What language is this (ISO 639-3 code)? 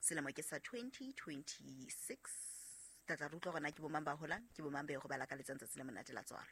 sot